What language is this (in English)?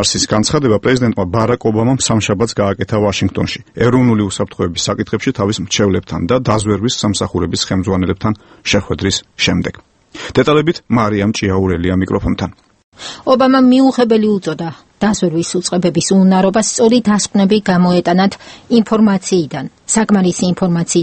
Georgian